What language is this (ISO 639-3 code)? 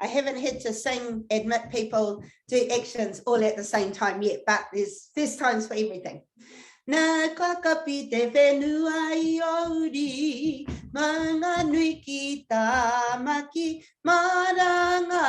mri